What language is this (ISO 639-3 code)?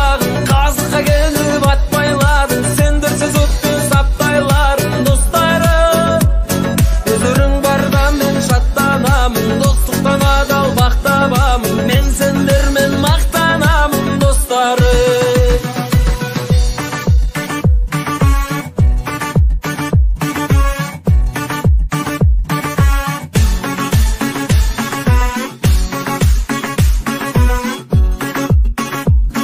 kaz